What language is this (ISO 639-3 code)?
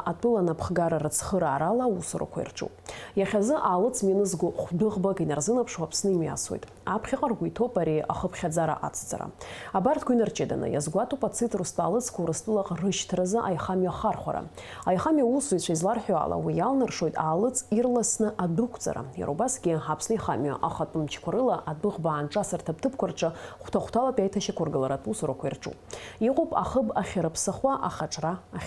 abk